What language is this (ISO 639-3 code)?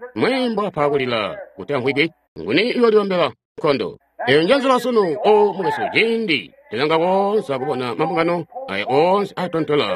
toi